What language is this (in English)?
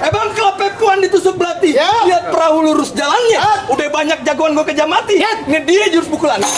Betawi